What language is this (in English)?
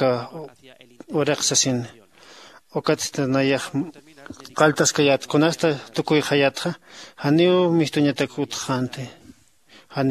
Aymara